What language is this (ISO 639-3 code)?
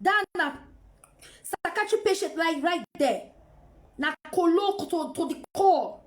pcm